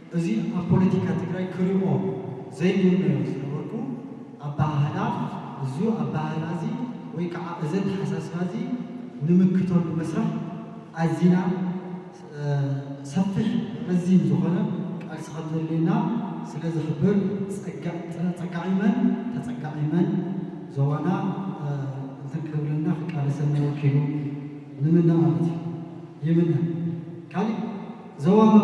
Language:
Tigrinya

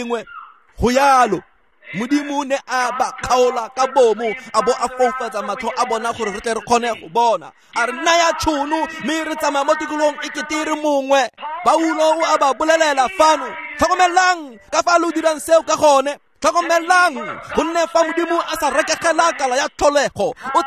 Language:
Tswana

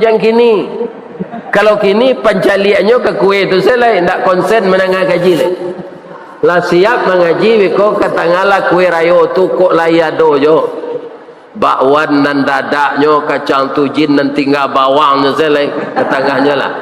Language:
Minangkabau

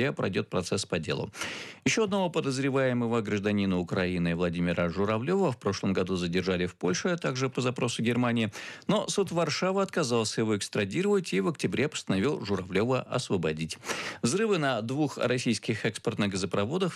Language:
Russian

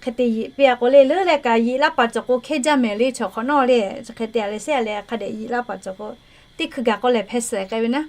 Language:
Lahu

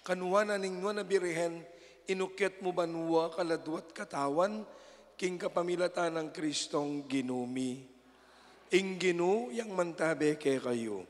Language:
Pampanga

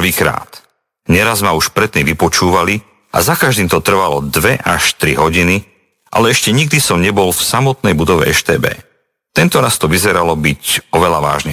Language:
Slovak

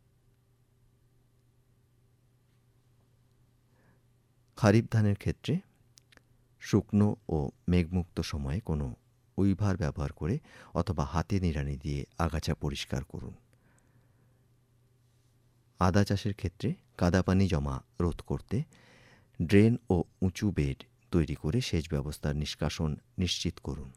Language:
Bangla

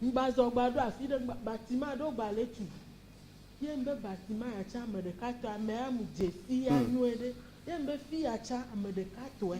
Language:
Ewe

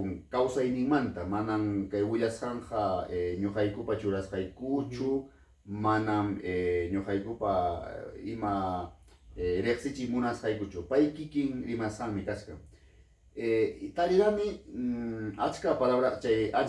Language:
Ayacucho Quechua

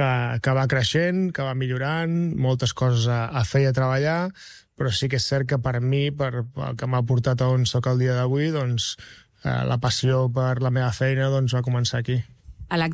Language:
Catalan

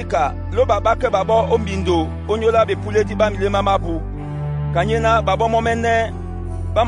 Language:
Duala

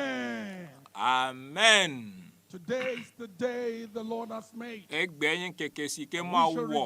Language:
Ewe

